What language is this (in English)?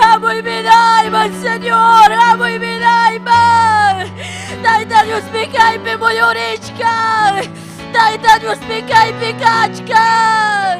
Ayacucho Quechua